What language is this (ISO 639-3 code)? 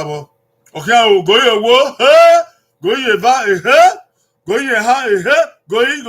bin